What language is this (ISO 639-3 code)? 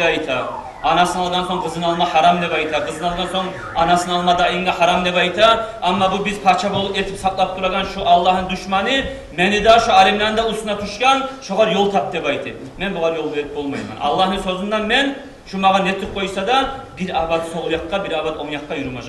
kum